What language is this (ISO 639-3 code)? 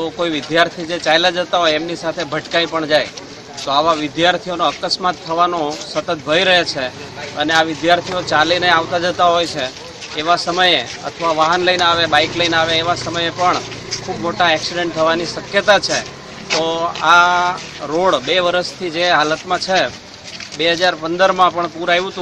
guj